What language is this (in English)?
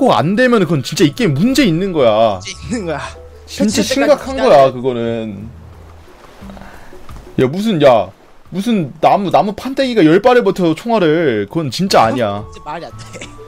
Korean